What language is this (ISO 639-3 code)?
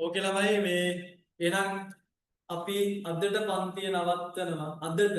sin